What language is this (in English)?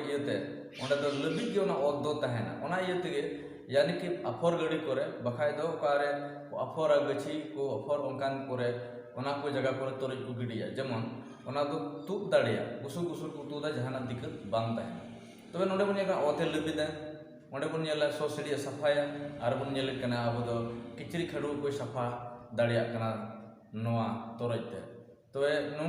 Santali